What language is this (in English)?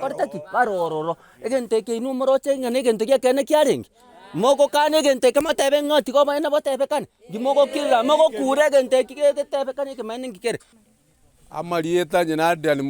Gusii